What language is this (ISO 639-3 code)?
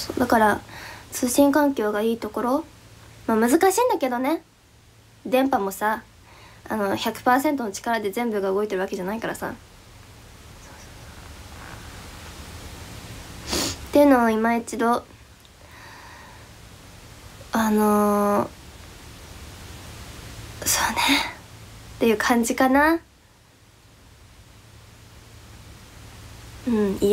jpn